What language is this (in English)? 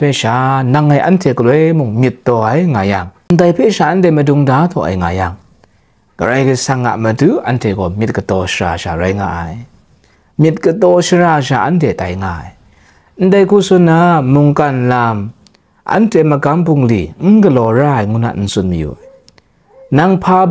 Kachin